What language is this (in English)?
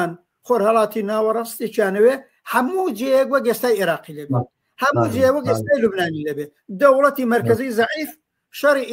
Central Kurdish